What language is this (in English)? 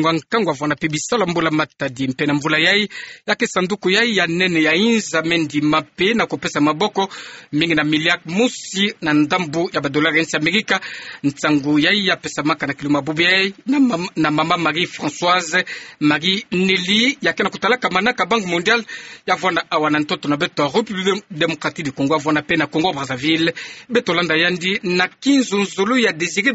Kituba (Democratic Republic of Congo)